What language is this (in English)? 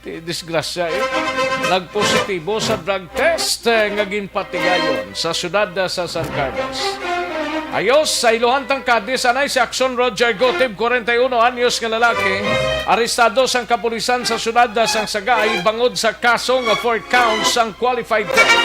Hiligaynon